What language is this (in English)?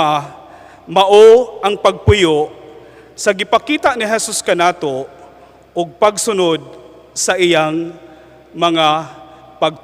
Cebuano